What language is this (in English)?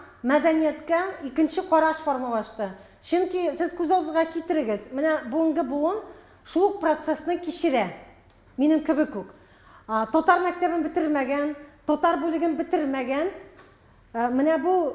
Tatar